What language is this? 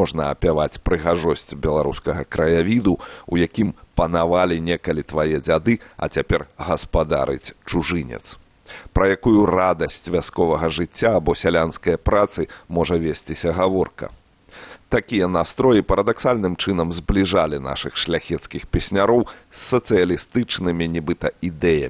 Belarusian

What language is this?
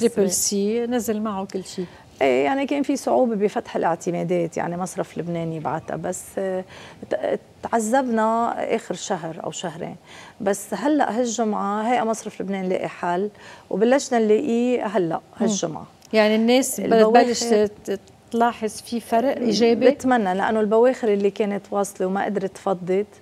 North Levantine Arabic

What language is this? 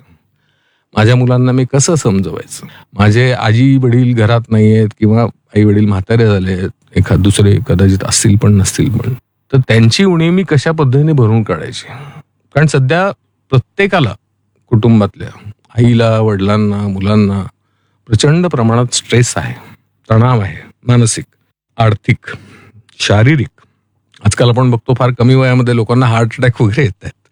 Marathi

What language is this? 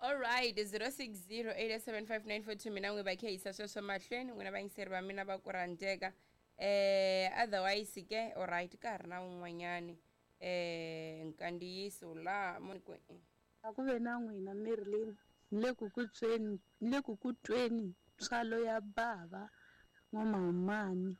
Tsonga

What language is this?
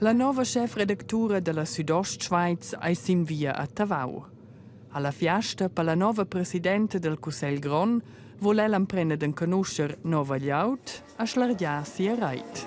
Romansh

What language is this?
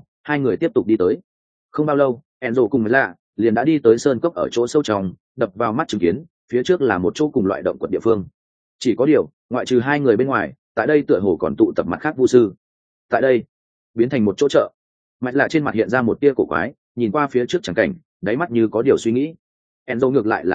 Vietnamese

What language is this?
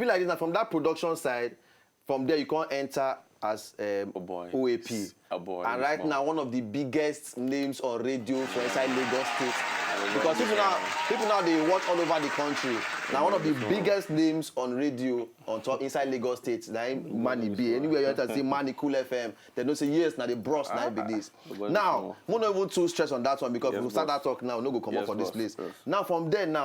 Nigerian Pidgin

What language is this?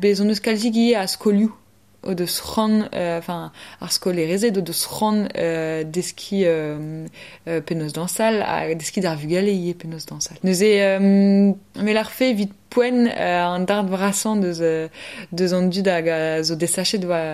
Breton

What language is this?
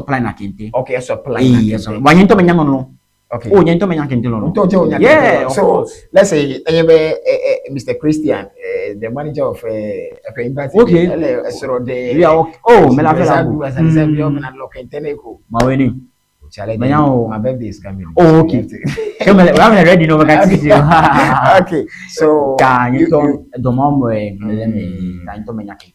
Ewe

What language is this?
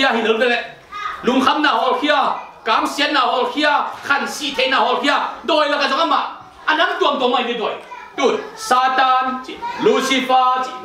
Tedim Chin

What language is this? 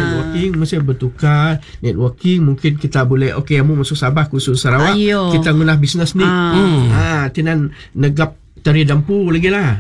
Malay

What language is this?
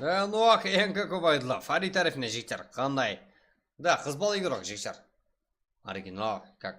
Kara-Kalpak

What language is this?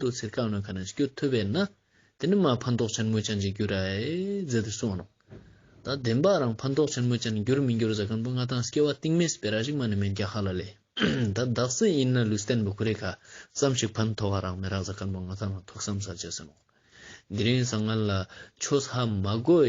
Ladakhi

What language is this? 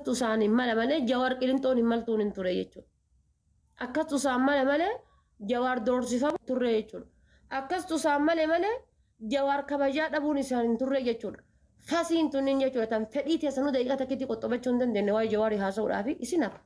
Oromo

